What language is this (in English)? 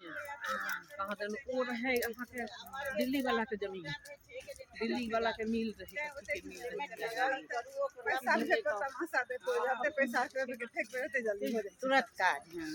Maithili